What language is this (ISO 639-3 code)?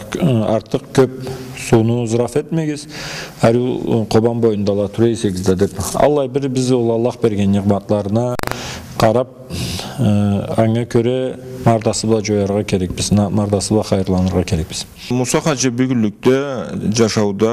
krc